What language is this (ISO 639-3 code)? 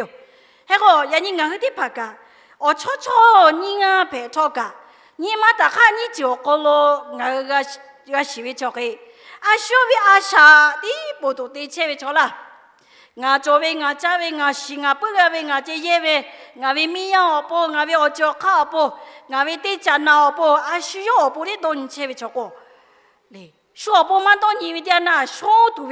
lhu